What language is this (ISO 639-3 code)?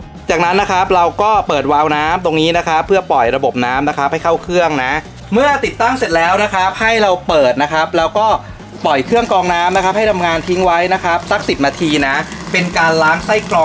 tha